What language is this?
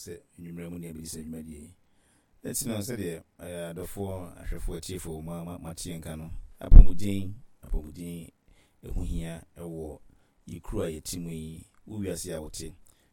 Akan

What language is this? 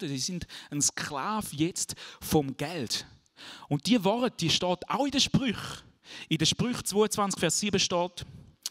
Swiss German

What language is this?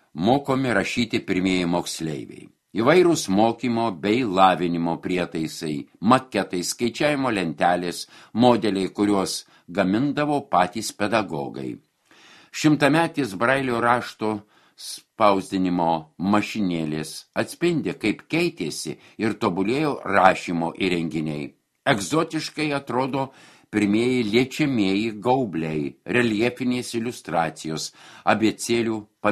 Lithuanian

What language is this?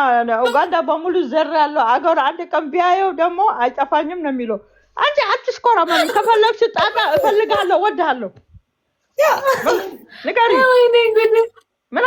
Amharic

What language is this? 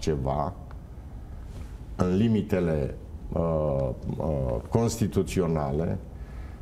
Romanian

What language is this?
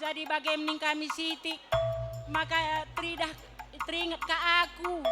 Batak Karo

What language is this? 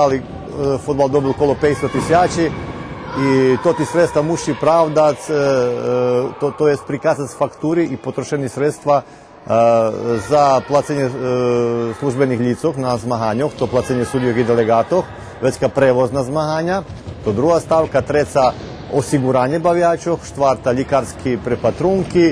Rusyn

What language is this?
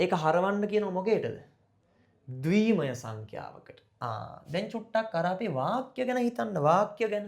Sinhala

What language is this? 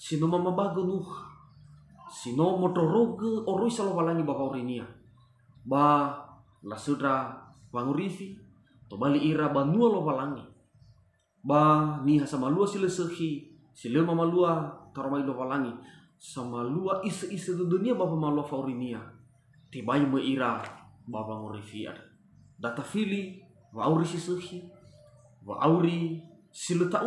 Nias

